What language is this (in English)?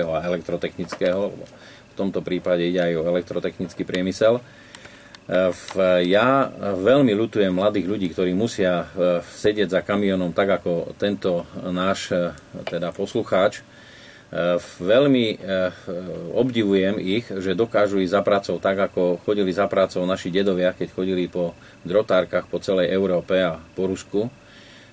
Slovak